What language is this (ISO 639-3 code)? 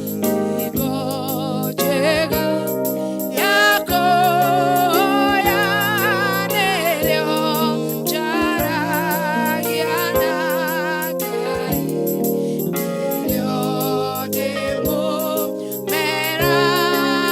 kik